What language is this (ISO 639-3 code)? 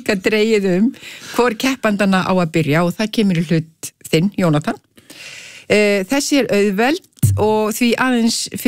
isl